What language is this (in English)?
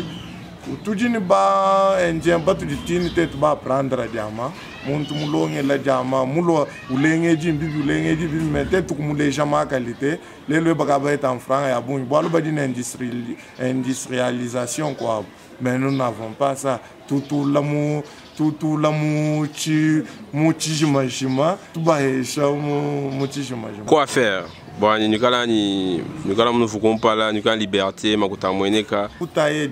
Luba-Lulua